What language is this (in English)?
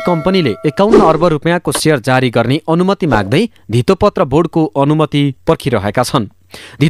Nepali